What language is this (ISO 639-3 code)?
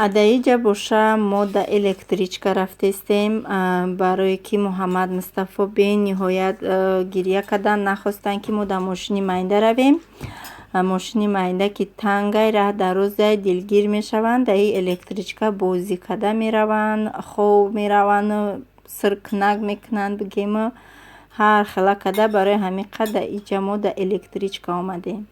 tgk